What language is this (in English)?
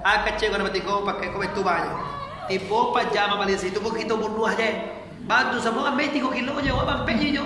Minangkabau